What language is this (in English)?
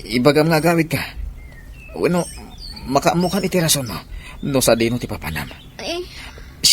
Iloko